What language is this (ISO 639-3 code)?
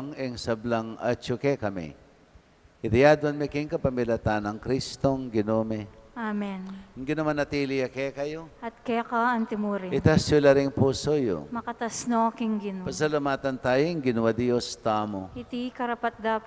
pam